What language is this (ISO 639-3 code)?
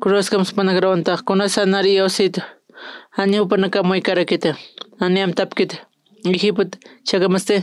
aym